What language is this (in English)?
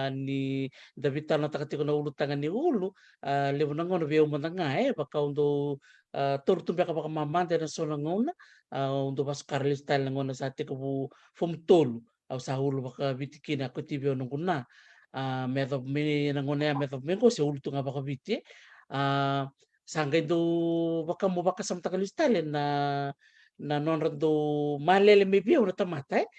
Fijian